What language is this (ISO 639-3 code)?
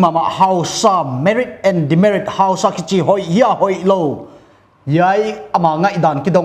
pck